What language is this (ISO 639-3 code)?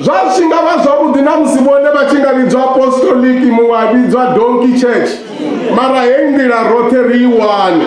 ven